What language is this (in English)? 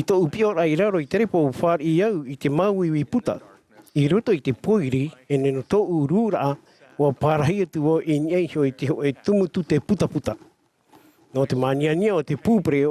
Tahitian